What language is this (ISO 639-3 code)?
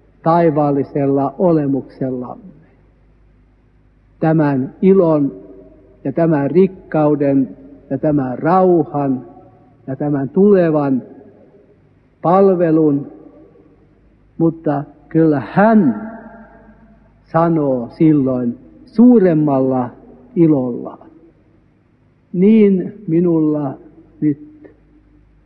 fin